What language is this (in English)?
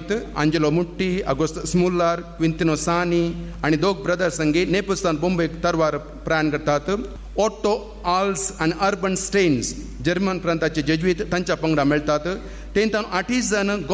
Konkani